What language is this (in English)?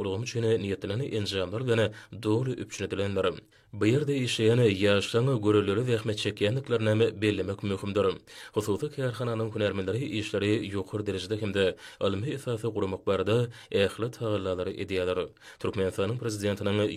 Turkmen